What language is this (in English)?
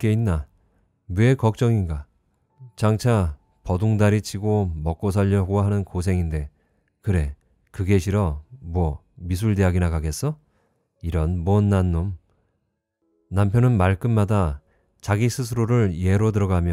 Korean